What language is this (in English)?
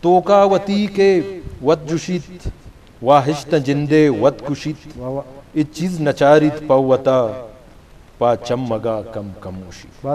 Eastern Balochi